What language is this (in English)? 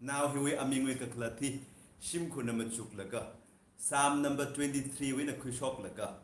Tangkhul Naga (India)